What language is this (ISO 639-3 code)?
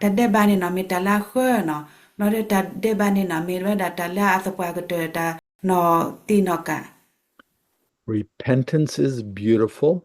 ksw